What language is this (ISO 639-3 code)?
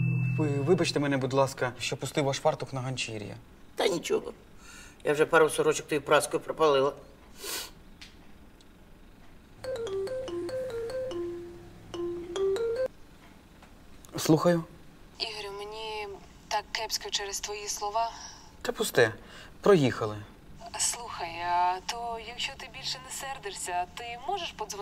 ukr